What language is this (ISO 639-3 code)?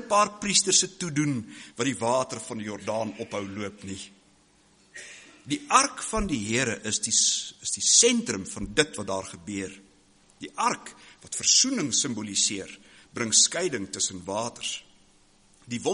afr